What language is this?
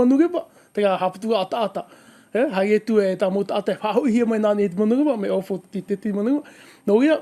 Tahitian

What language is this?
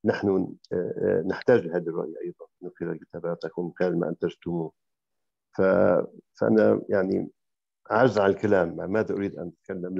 Arabic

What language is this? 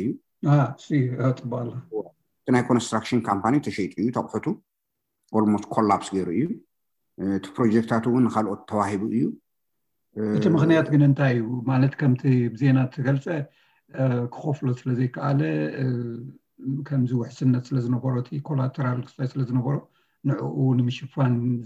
Tigrinya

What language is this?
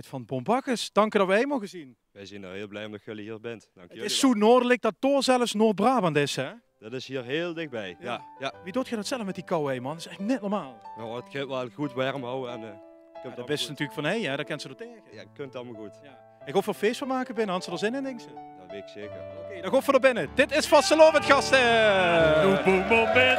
Limburgish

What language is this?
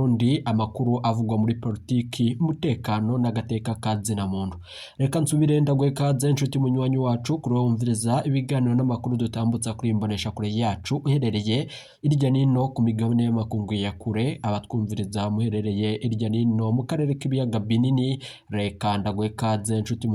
Rundi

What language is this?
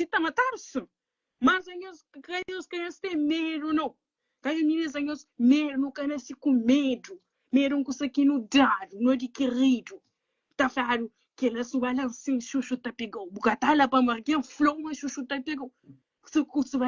Kabuverdianu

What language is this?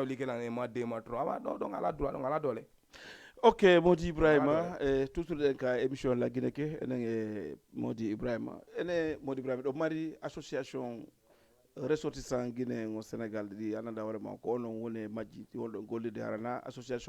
Fula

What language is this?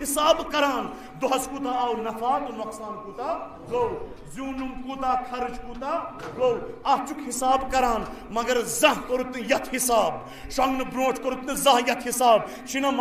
Kashmiri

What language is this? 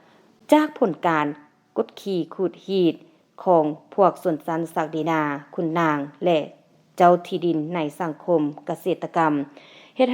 Lao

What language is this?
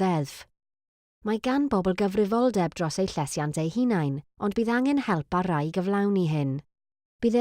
Welsh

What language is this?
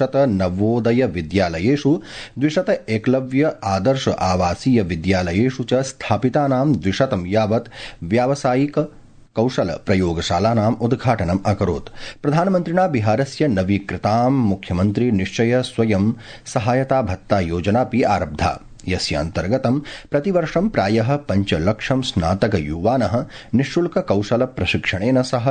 Sanskrit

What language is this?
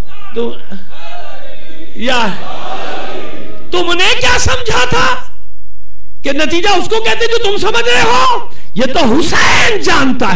Hindi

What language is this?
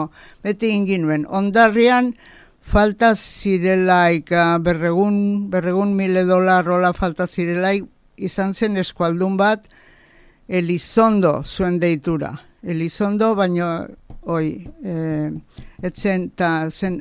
Basque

